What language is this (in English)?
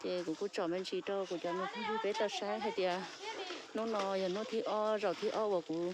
Hmong